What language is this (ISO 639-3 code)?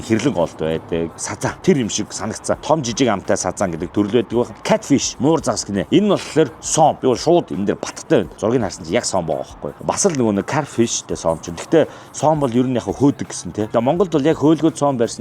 mon